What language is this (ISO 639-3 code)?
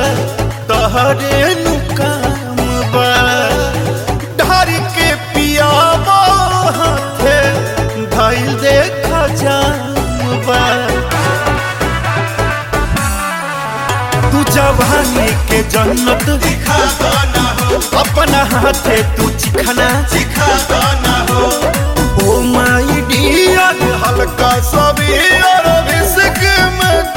bho